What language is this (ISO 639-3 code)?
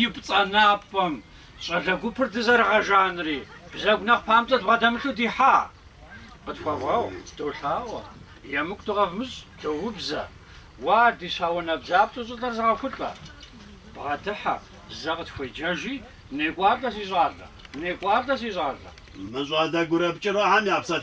kbd